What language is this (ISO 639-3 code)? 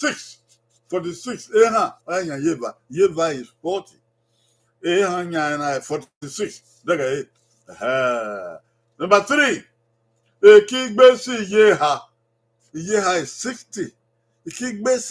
bin